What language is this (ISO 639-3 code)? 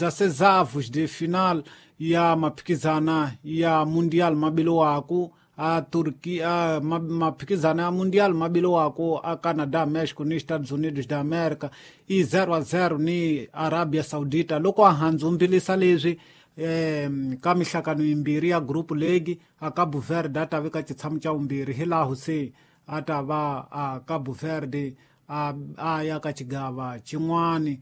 tso